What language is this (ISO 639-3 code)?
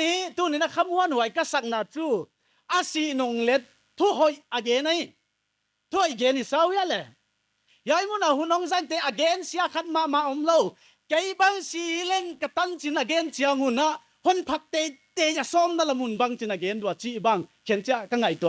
pck